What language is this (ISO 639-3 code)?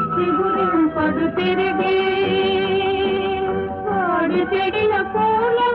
tel